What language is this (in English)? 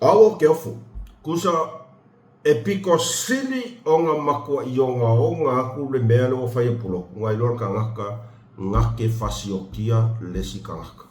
Samoan